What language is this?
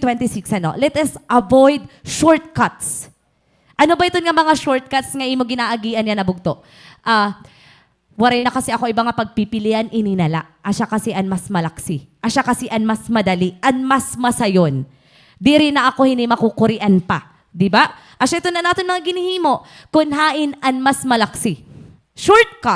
Waray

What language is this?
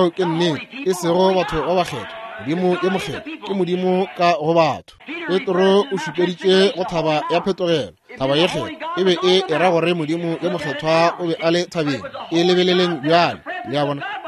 Northern Sotho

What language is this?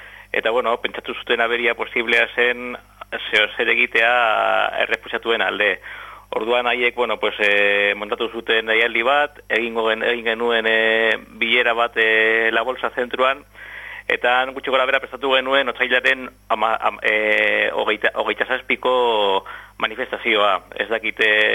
Basque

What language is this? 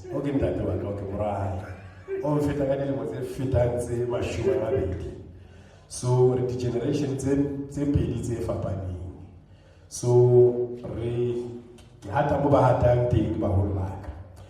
Southern Sotho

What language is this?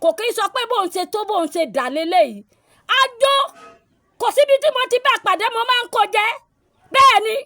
Yoruba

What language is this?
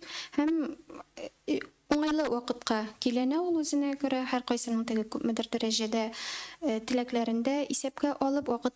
Tatar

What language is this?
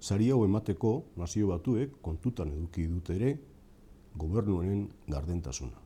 Basque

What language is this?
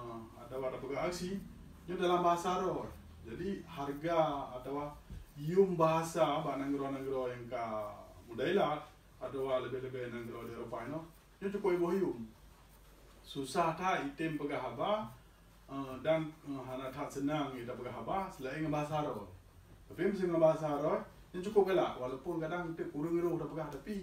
Achinese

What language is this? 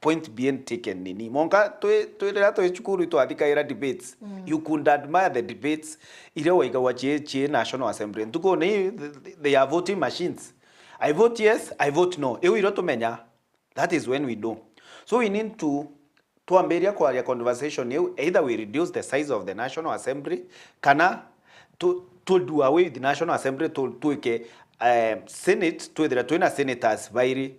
Meru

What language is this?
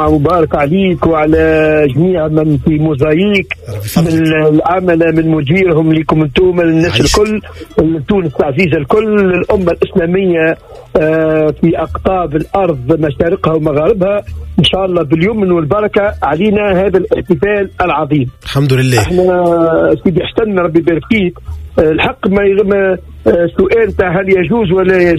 Tunisian Arabic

